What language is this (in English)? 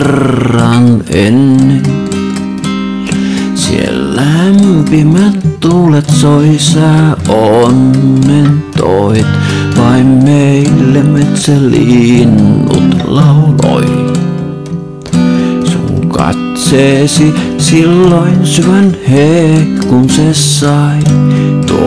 Finnish